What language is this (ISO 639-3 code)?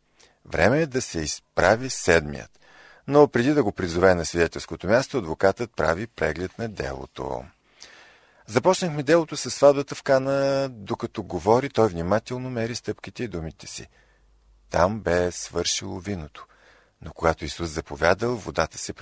bul